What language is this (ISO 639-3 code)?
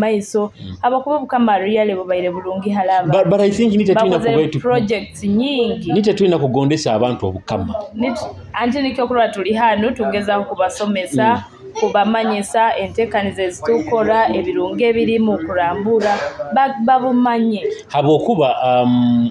nyo